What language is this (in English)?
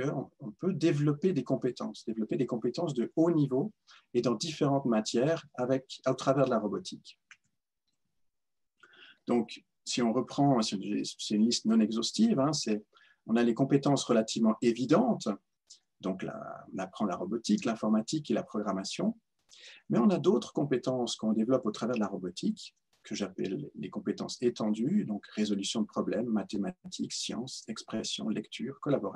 French